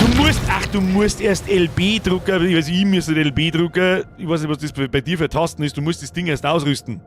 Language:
Bavarian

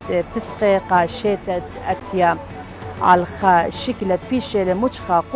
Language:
Assyrian Neo-Aramaic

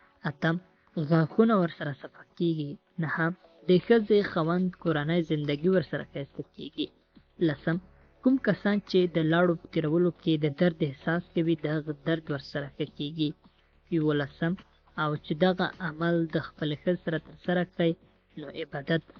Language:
Pashto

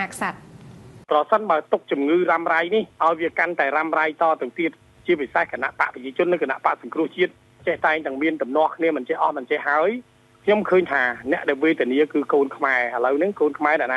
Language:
Khmer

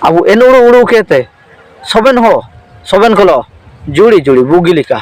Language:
Ho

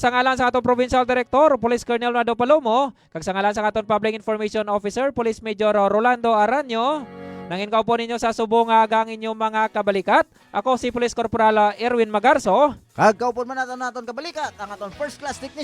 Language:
Hiligaynon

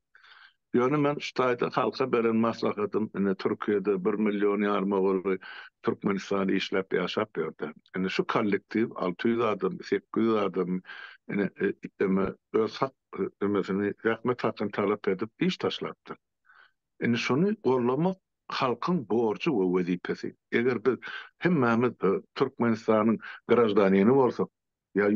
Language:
Turkmen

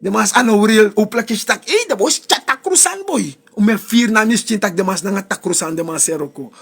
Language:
Sranan Tongo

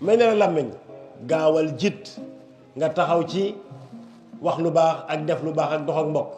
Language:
Wolof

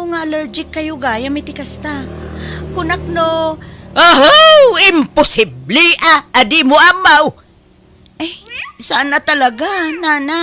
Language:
Iloko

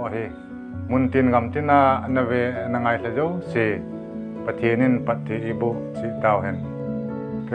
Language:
Thado Chin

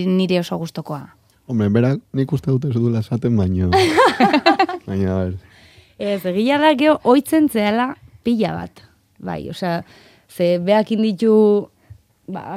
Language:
Basque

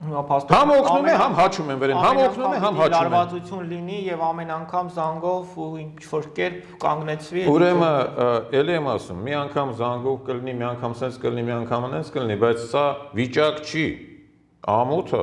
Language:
Armenian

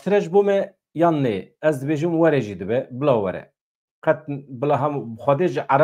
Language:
Kurdish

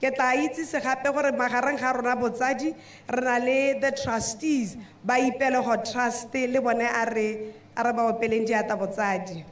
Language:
Tswana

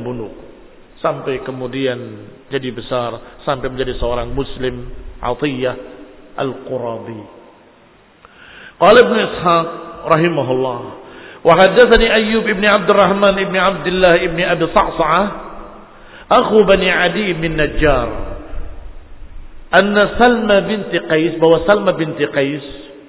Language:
Indonesian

